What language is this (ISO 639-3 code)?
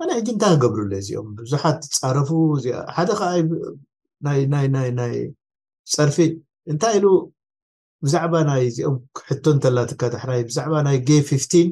tir